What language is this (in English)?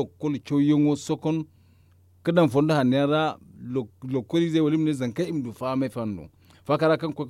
Zarma